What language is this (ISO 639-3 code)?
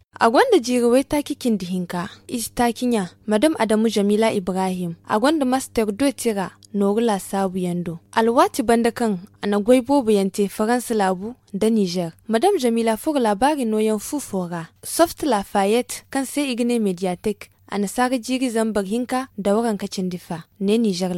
dje